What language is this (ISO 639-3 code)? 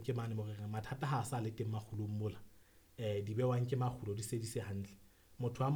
sot